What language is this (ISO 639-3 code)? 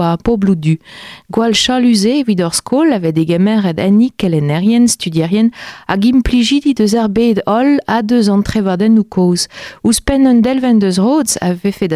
bre